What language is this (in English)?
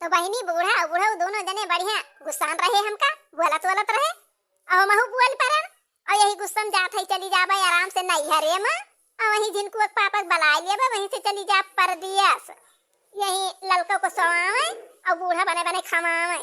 Awadhi